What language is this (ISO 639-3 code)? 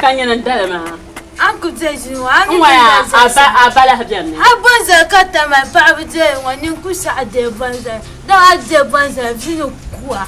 dag